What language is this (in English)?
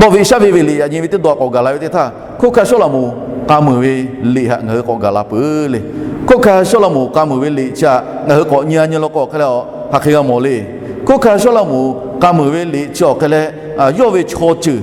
Lahu